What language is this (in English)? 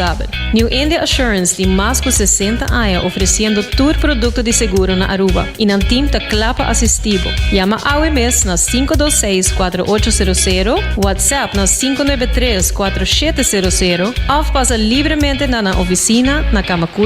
Papiamento